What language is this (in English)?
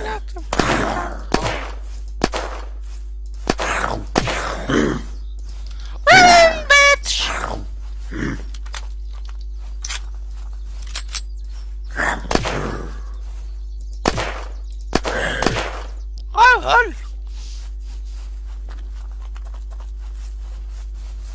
Danish